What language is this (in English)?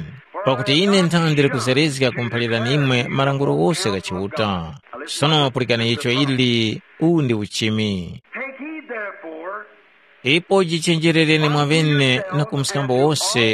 Tumbuka